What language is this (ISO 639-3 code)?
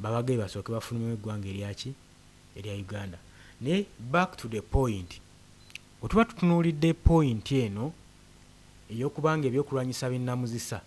lug